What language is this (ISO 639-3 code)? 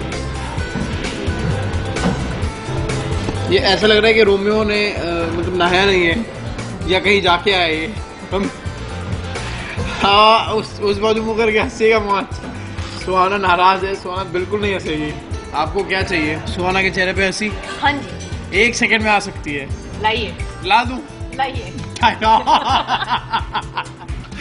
hin